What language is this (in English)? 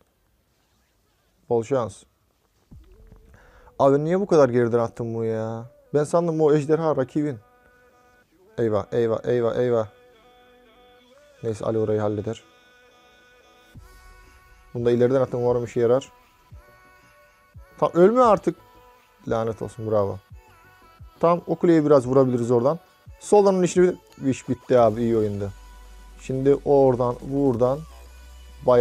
Turkish